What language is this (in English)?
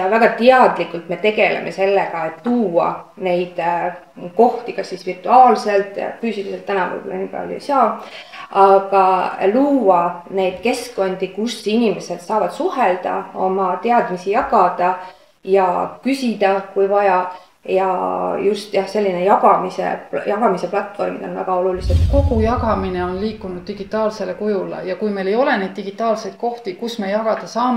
Estonian